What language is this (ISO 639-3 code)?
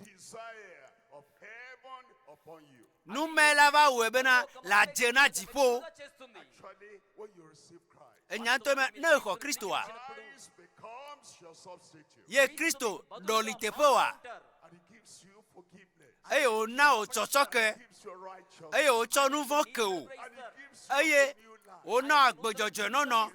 ewe